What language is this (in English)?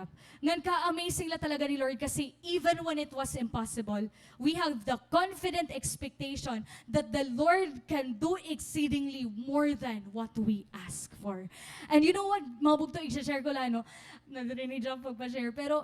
Waray